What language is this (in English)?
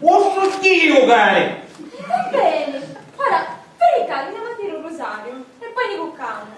Sicilian